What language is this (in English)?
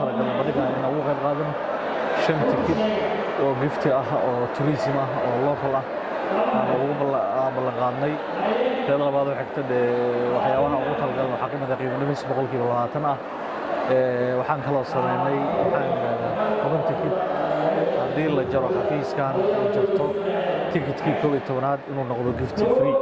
Somali